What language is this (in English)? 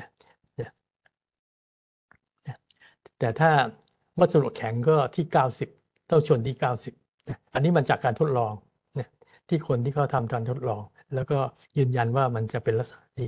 Thai